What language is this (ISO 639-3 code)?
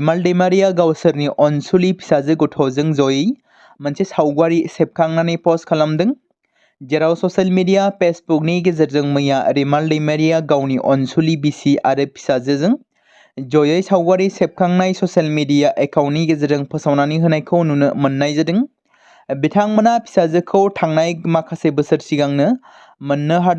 brx